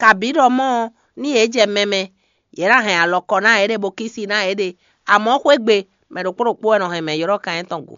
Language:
Fon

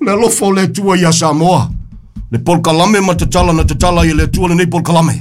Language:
Samoan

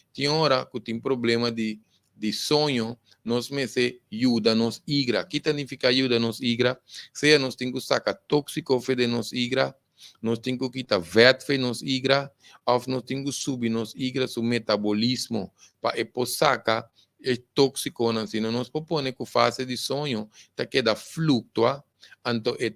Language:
Papiamento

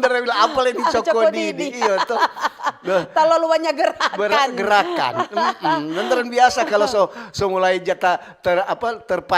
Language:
Manado Malay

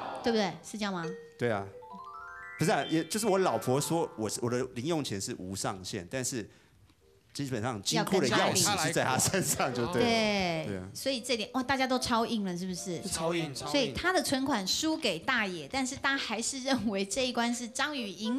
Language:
Chinese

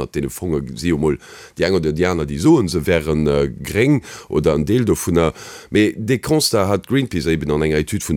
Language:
Luxembourgish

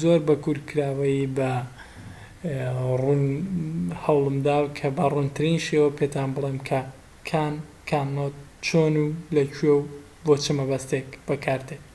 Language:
Central Kurdish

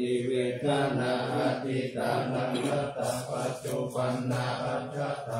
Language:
Pali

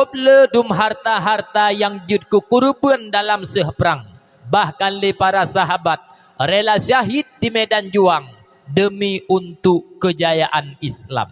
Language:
Achinese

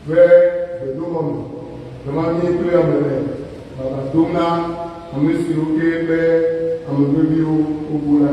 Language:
Ewe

